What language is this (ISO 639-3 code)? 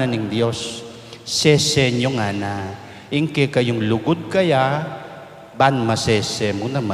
pam